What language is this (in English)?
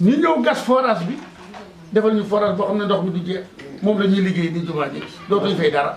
Wolof